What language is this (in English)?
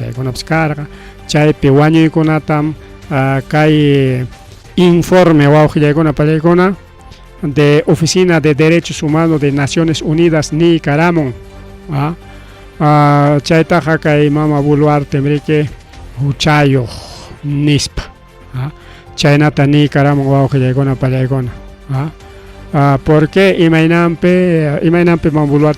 Ayacucho Quechua